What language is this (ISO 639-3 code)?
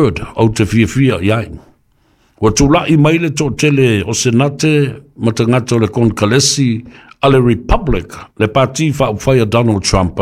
smo